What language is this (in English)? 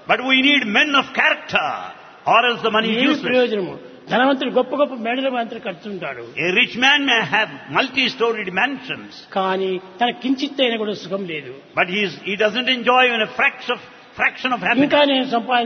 Telugu